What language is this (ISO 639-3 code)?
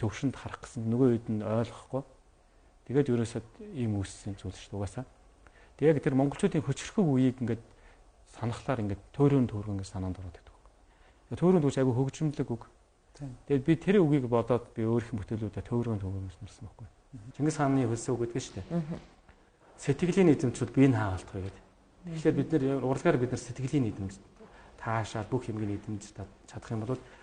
mon